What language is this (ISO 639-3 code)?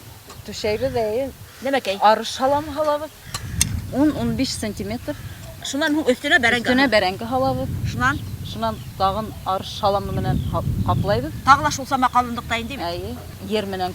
bak